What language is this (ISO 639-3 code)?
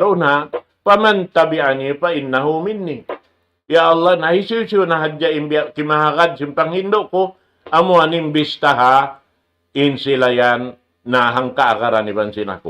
tsg